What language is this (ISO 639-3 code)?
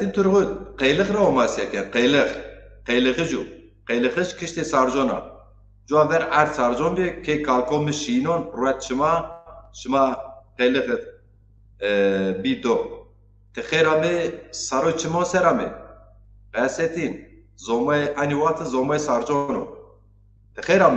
zza